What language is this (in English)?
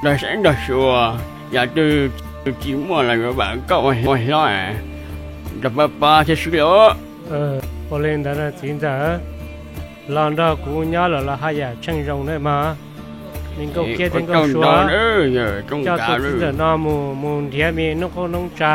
Hmong